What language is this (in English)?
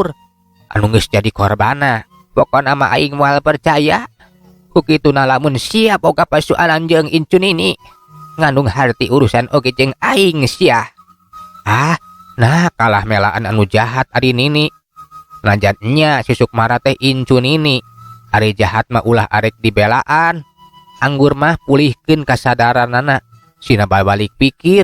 Sundanese